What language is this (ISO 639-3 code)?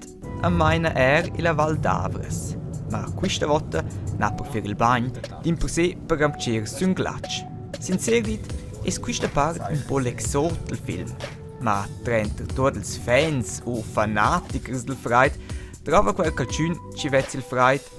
roh